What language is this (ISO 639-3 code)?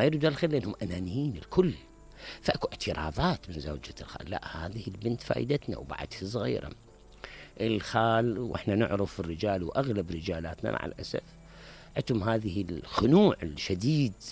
acm